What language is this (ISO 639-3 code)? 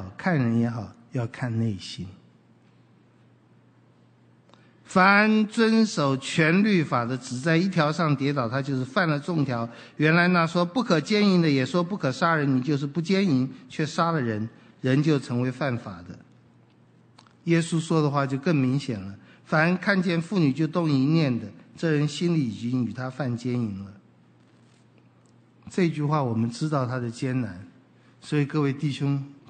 zho